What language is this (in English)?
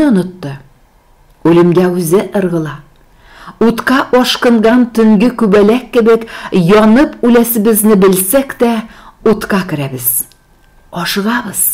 Tatar